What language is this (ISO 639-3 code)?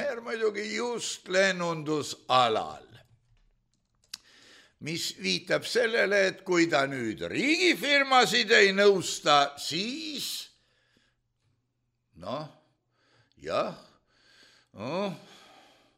est